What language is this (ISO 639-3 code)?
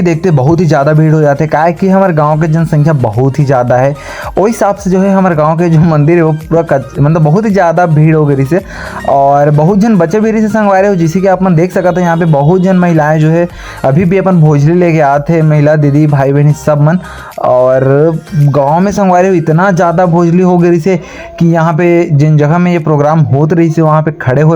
hne